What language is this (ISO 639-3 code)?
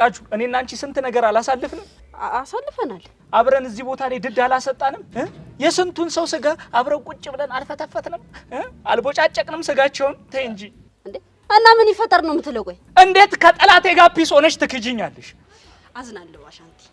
amh